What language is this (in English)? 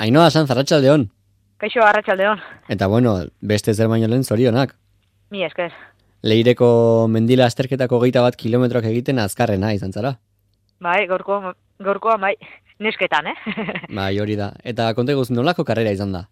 Basque